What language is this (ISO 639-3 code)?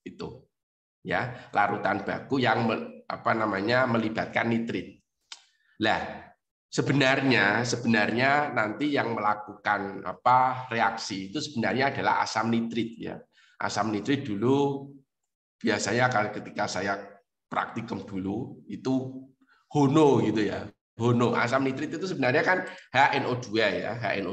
ind